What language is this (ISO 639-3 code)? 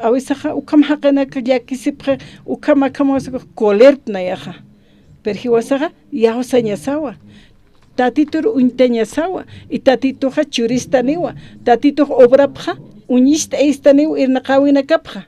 aym